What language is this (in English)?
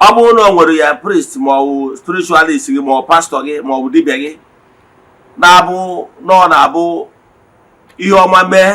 Igbo